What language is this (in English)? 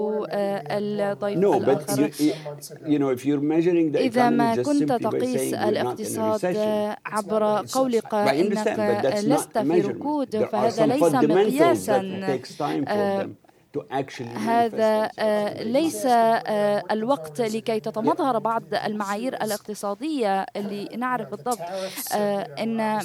Arabic